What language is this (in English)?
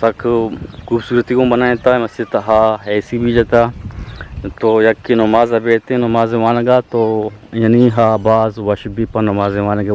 Eastern Balochi